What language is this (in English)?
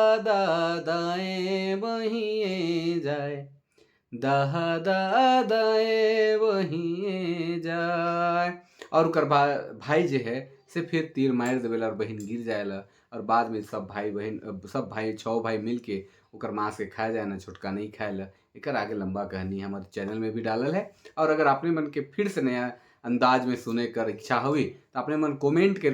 Sadri